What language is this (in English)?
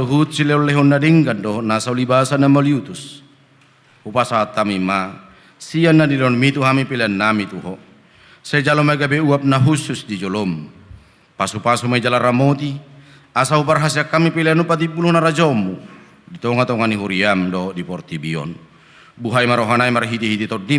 Batak Toba